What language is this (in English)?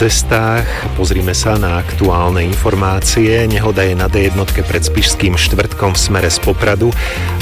Slovak